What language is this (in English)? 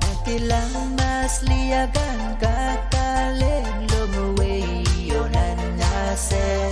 Pohnpeian